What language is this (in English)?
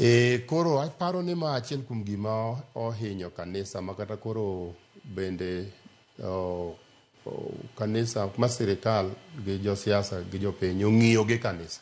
Luo (Kenya and Tanzania)